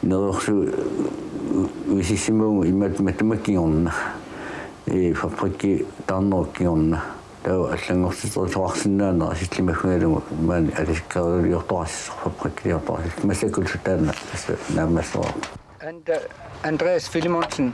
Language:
Kalaallisut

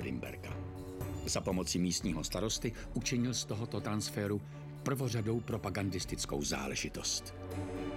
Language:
Czech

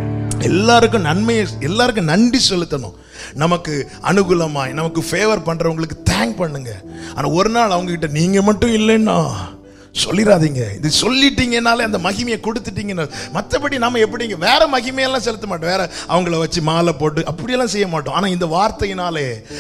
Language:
Tamil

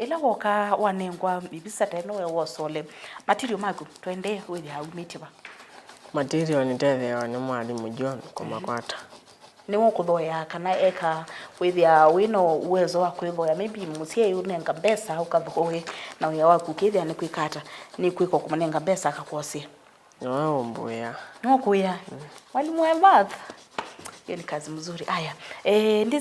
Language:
Kamba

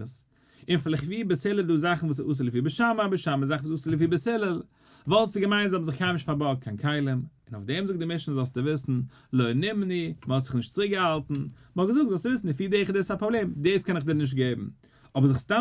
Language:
Yiddish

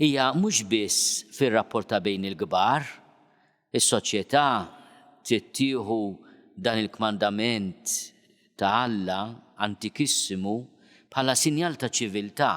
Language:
Maltese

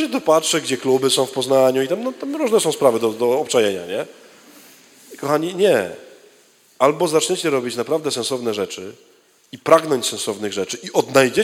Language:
Polish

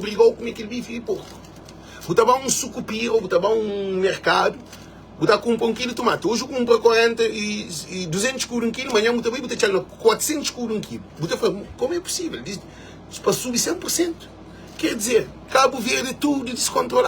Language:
Kabuverdianu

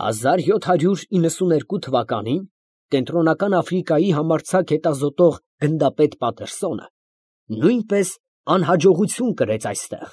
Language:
Armenian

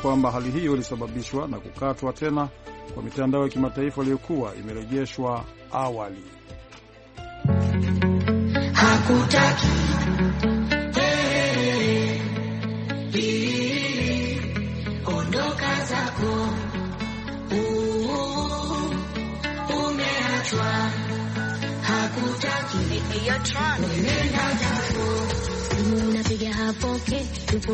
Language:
Swahili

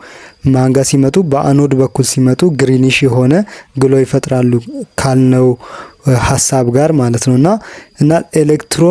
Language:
Amharic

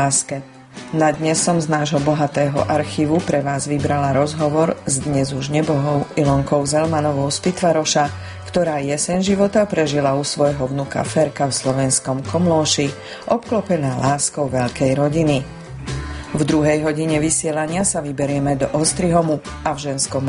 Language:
Slovak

